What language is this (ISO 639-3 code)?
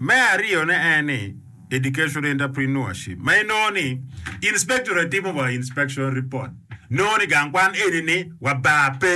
ach